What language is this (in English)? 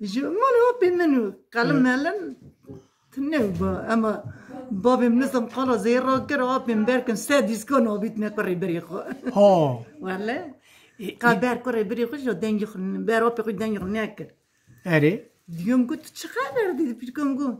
Kurdish